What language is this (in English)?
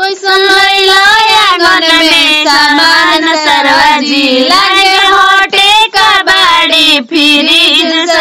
Bhojpuri